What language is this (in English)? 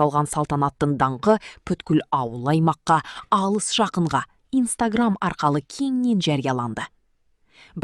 Kara-Kalpak